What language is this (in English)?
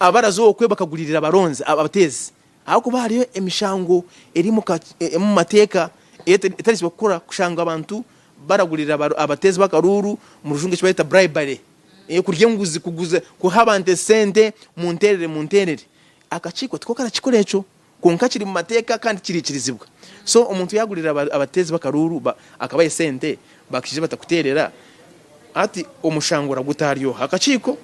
Nyankole